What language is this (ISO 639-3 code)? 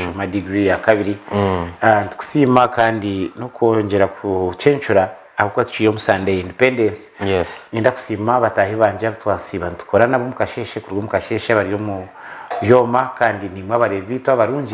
nyn